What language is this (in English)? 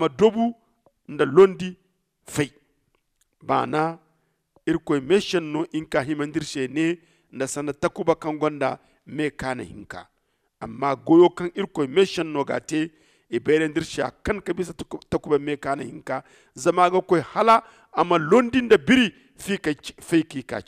Zarma